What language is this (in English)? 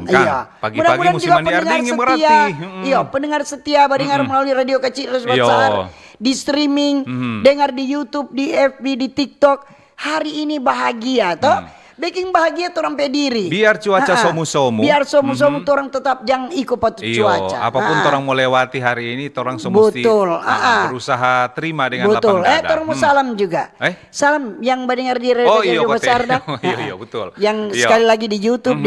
Manado Malay